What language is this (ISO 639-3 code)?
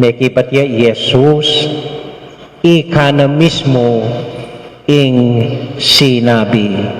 pam